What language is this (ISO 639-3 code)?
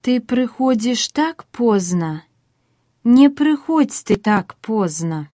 uzb